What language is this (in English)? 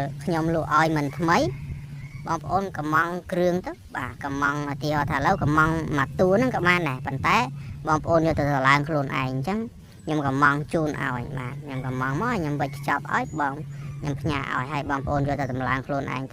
Khmer